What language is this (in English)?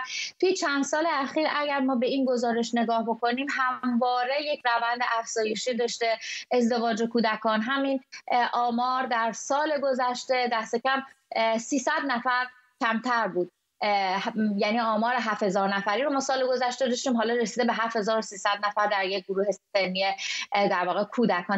Persian